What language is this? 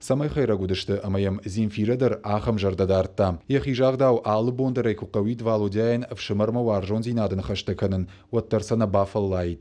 Ossetic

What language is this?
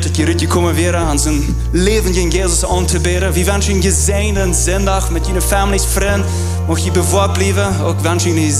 Plautdietsch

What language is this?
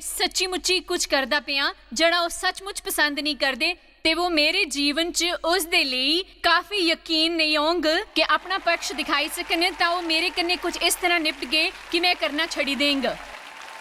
Dogri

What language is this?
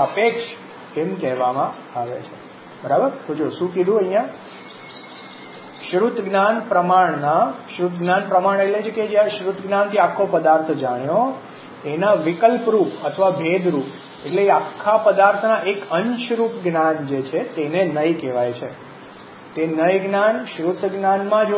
Gujarati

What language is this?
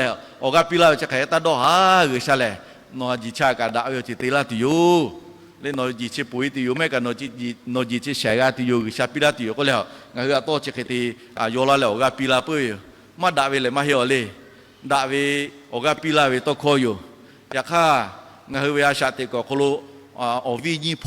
Lahu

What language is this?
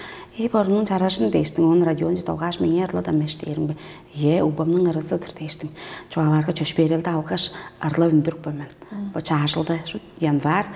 Tuvinian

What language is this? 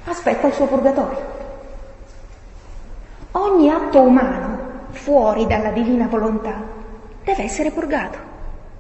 Italian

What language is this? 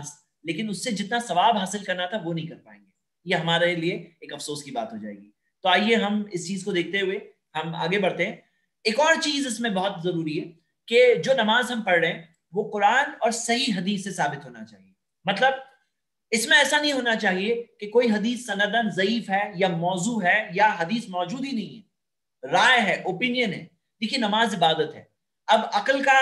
Urdu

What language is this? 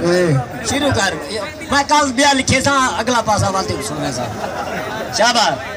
Saraiki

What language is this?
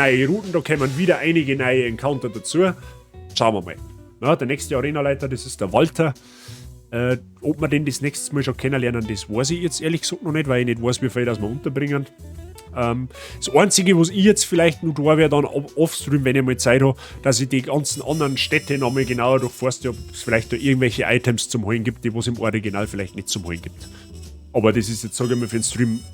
Bavarian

